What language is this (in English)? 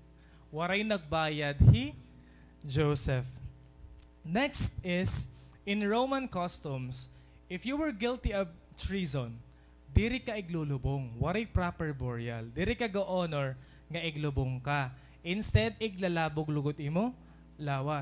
Waray